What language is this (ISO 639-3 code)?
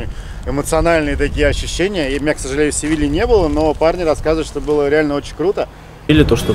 rus